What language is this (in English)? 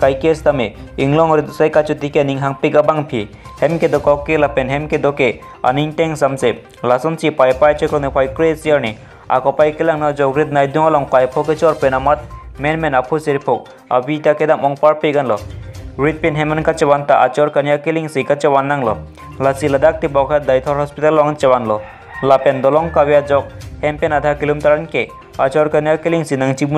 Karbi